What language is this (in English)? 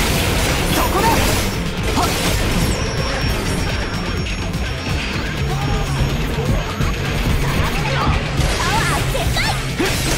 Japanese